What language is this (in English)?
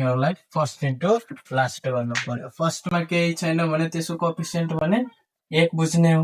Nepali